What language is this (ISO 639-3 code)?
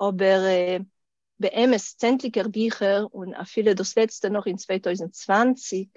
yid